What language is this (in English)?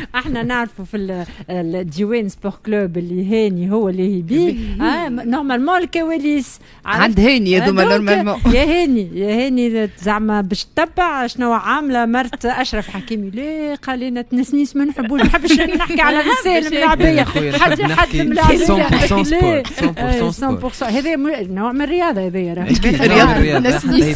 Tunisian Arabic